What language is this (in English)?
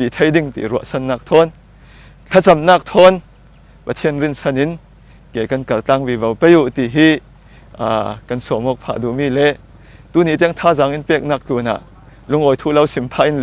Falam Chin